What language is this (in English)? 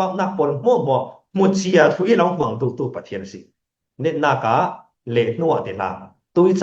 Falam Chin